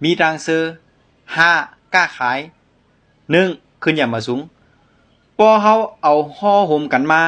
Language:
Shan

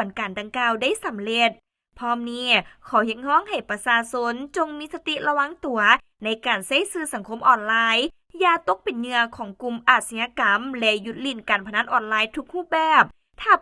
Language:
Lao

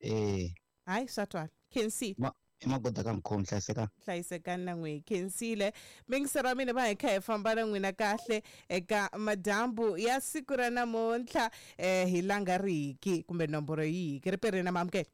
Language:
Tsonga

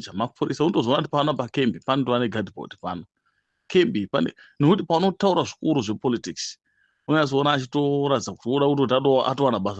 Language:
Shona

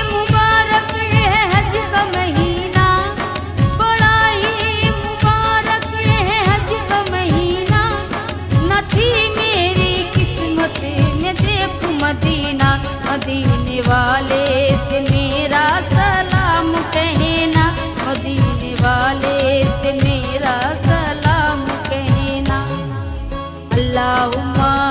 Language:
Urdu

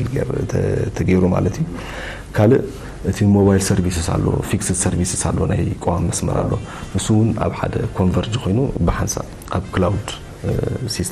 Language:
Tigrinya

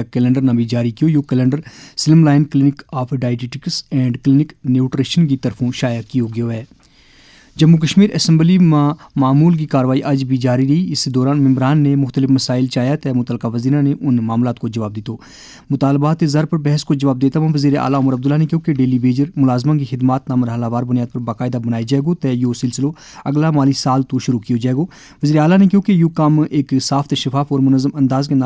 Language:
Gujari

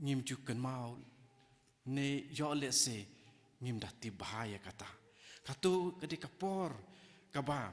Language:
Khasi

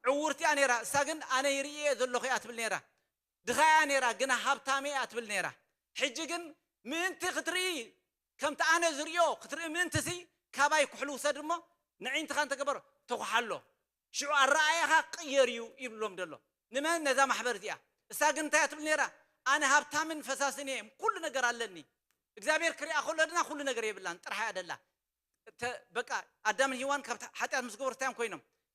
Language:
Tigrinya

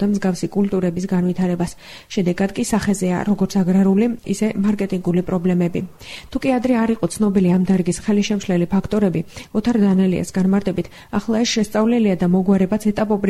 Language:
Georgian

